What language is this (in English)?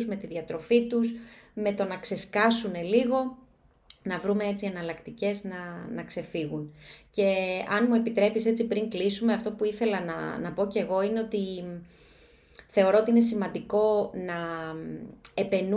Greek